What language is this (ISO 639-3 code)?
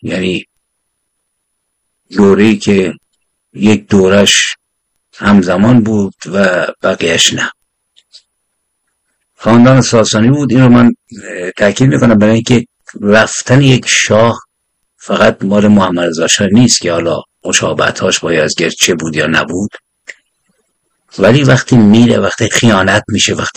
fas